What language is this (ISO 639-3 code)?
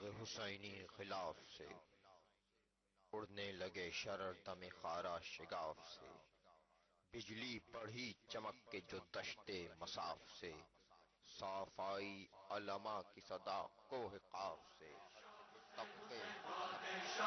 urd